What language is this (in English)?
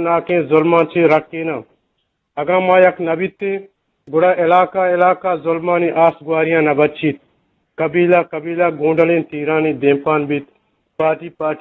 Eastern Balochi